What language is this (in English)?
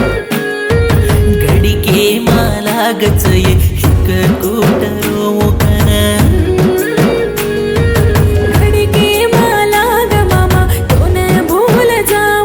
Lambadi